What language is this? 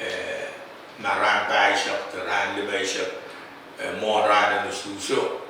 Pohnpeian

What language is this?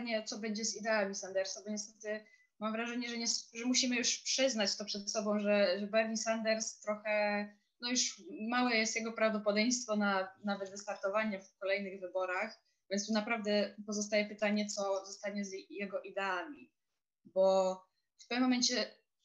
Polish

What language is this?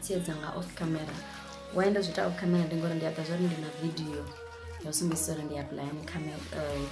Venda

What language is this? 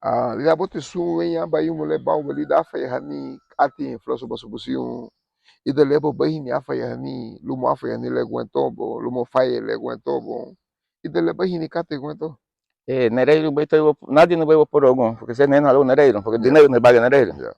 Garifuna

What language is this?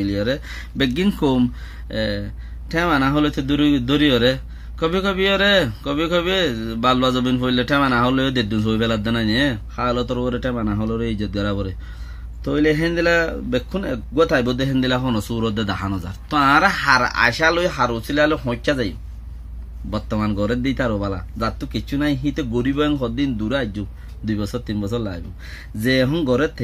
Rohingya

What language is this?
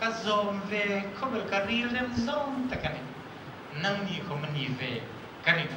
Hmar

